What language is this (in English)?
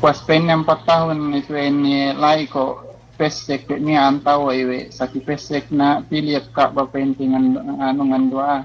Yakan